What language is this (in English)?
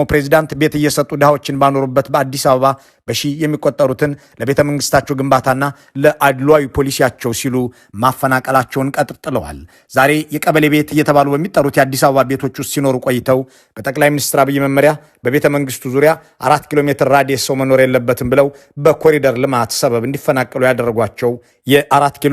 Amharic